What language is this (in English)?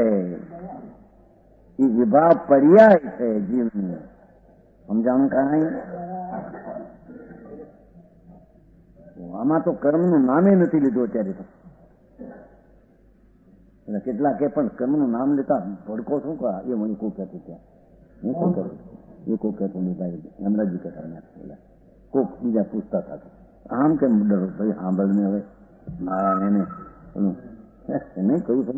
Gujarati